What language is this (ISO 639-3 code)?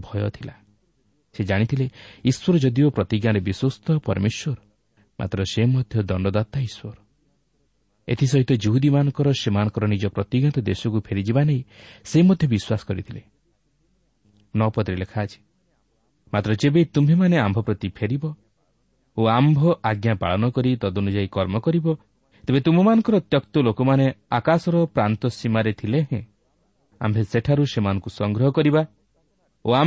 ori